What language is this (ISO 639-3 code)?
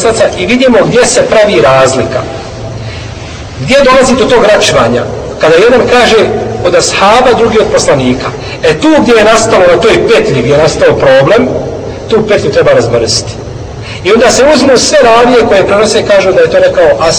bos